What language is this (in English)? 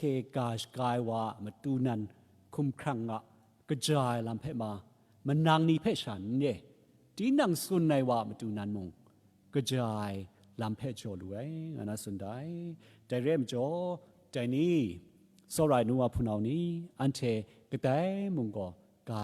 Kachin